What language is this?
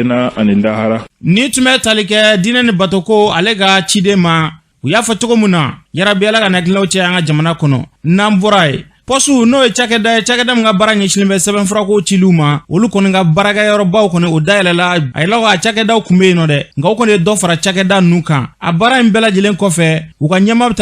Bambara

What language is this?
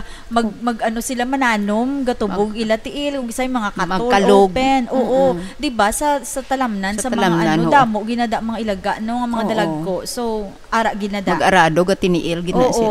Hiligaynon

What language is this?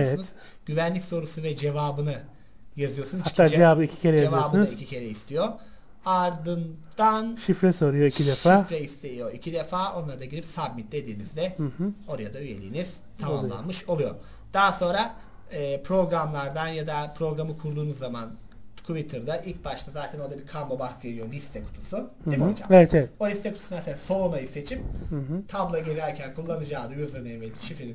Turkish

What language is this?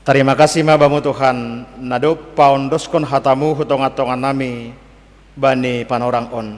Batak Simalungun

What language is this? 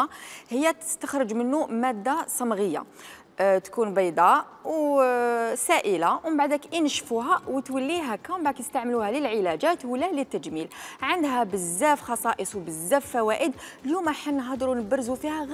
Algerian Arabic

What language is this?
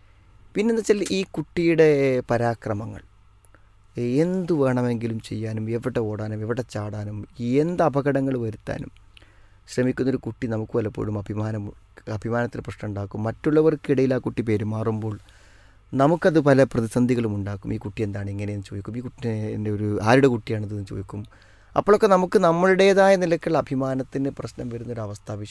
Malayalam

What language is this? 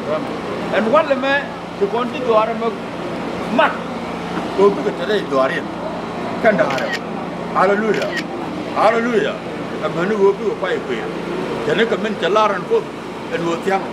Nuer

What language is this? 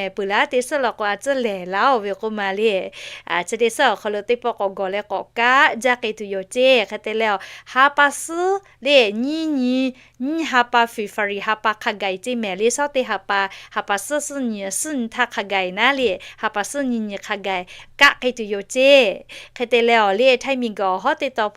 Lahu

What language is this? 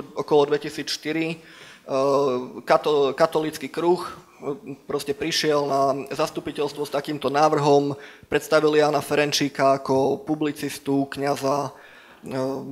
Slovak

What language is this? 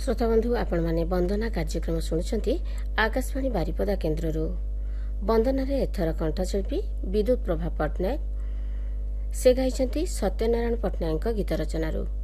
Odia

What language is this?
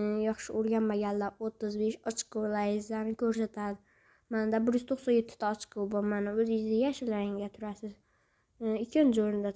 Uzbek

